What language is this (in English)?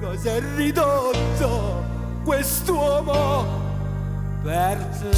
Neapolitan